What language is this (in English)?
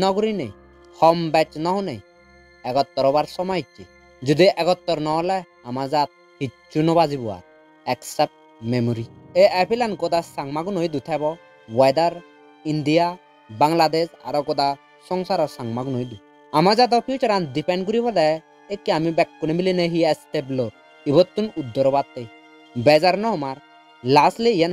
Chakma